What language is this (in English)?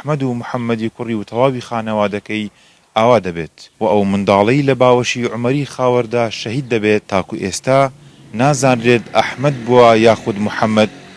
Central Kurdish